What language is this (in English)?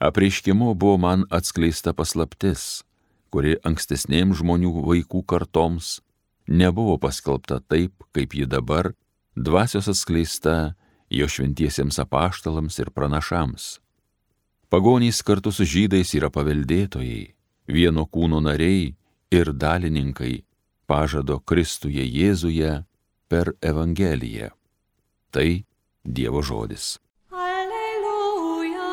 Lithuanian